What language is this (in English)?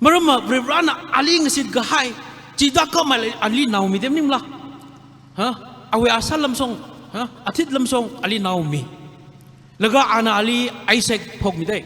Tangkhul Naga (India)